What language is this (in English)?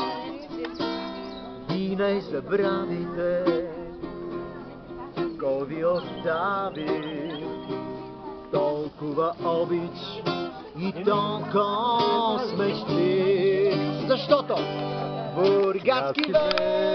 Bulgarian